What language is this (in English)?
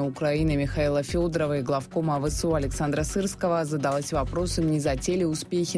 Russian